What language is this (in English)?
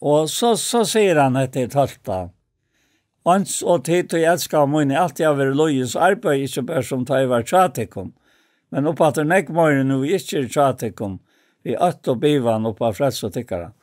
Faroese